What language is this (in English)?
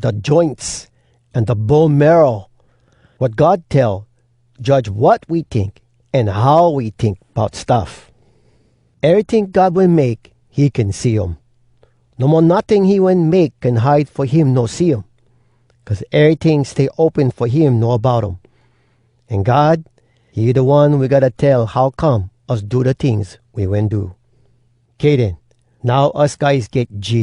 Hawai'i Creole English